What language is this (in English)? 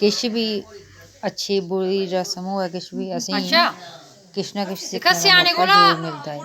Dogri